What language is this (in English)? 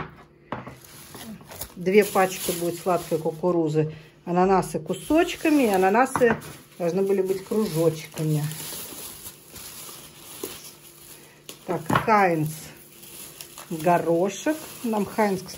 Russian